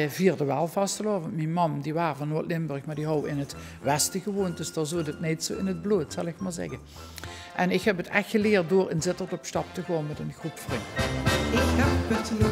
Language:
Limburgish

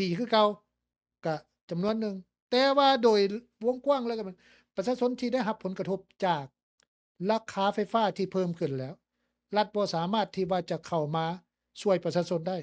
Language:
Lao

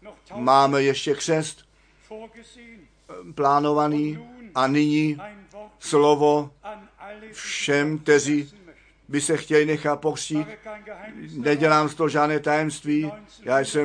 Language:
Czech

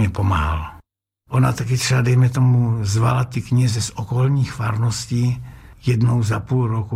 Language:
Czech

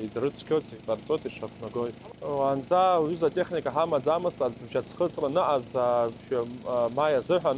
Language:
Abkhazian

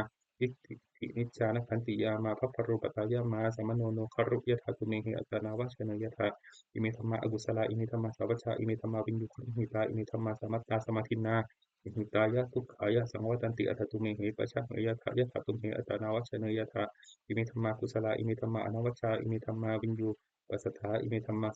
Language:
Pali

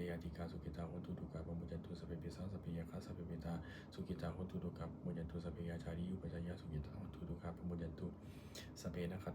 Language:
Pali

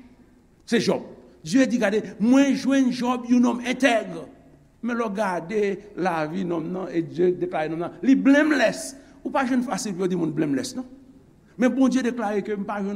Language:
Haitian Creole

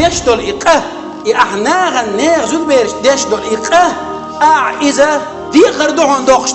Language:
Chechen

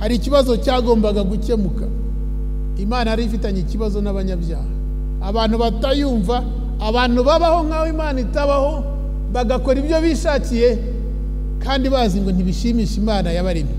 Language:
Kinyarwanda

